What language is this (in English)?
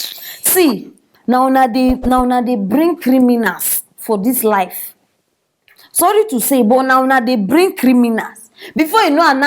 Nigerian Pidgin